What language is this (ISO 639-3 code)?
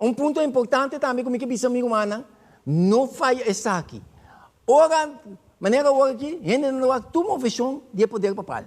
pap